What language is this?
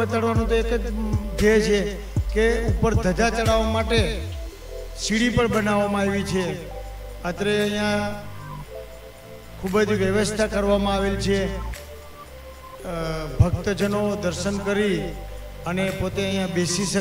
Gujarati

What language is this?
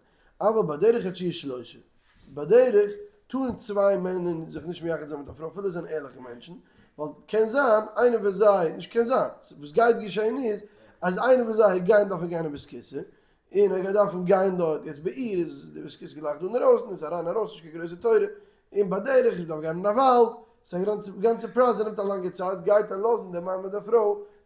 Yiddish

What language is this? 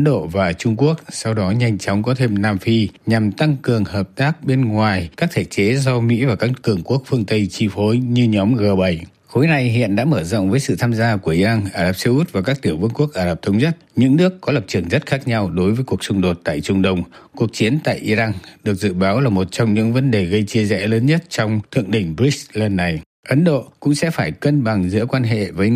Vietnamese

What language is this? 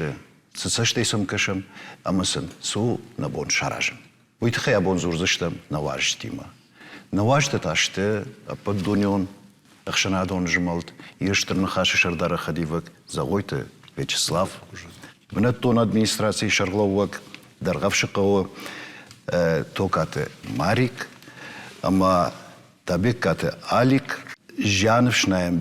Ossetic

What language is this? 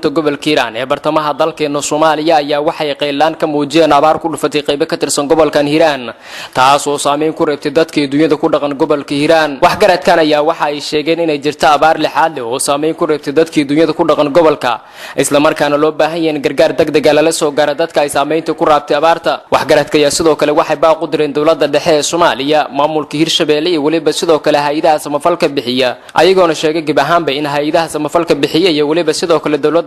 Somali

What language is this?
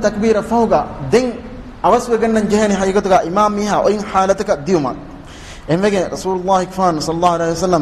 Divehi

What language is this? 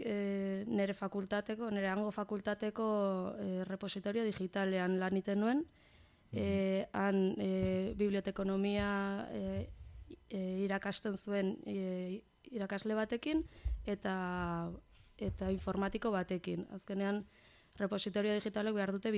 Basque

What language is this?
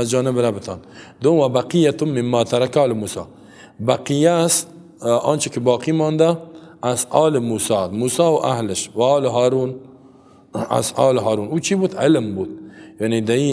Persian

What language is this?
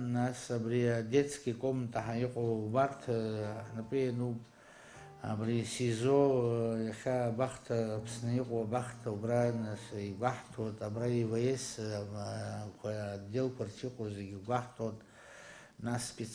Abkhazian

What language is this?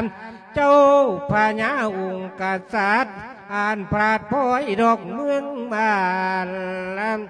Lao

